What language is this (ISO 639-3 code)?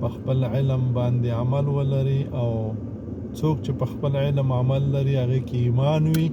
pus